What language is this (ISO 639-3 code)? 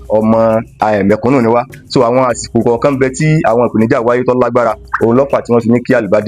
yor